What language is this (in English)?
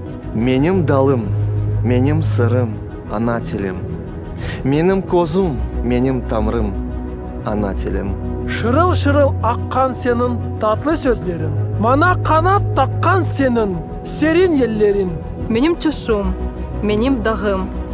Crimean Tatar